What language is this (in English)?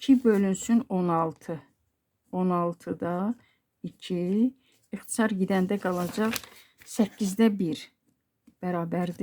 Azerbaijani